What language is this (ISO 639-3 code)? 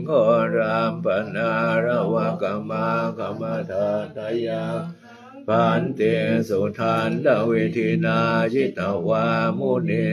pli